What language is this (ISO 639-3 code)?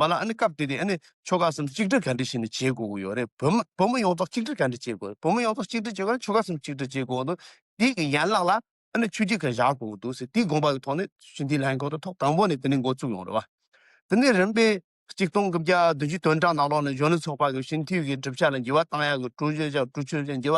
bod